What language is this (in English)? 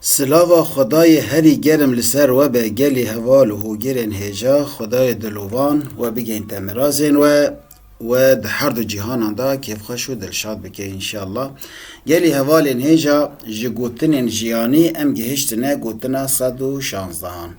Kurdish